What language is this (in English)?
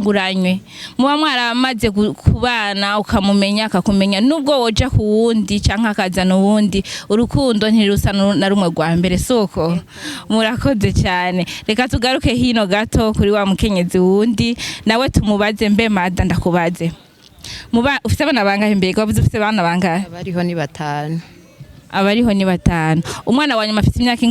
Rundi